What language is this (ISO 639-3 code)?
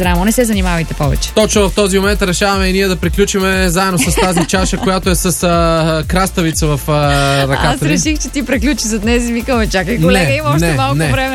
bul